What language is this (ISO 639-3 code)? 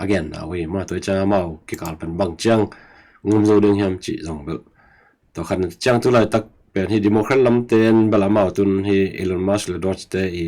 ctd